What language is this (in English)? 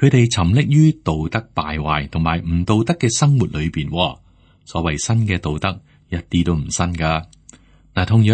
Cantonese